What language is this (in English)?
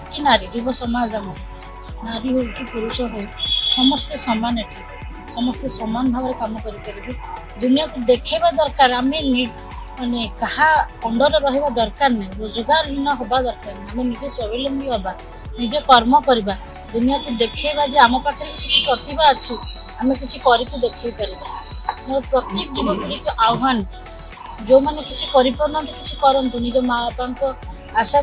Odia